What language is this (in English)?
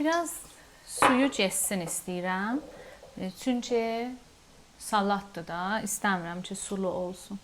Azerbaijani